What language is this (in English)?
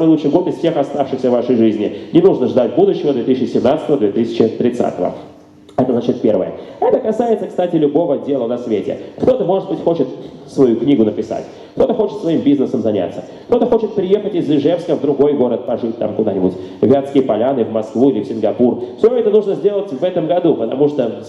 Russian